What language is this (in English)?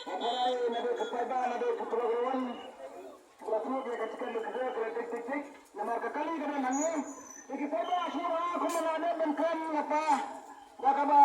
Khasi